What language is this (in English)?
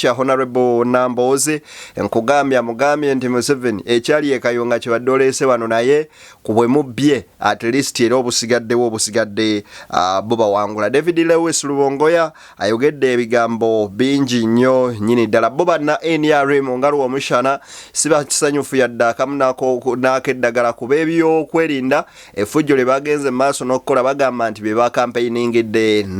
Ganda